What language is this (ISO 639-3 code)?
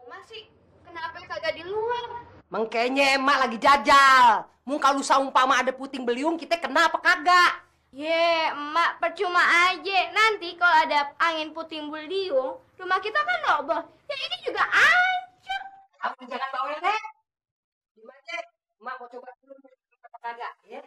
bew